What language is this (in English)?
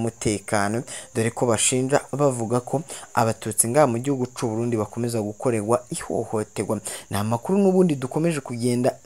Rundi